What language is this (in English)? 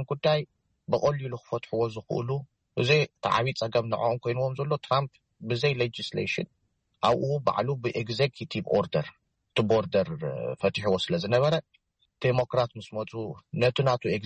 Tigrinya